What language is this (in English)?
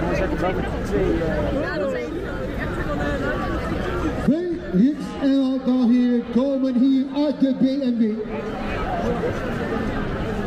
Dutch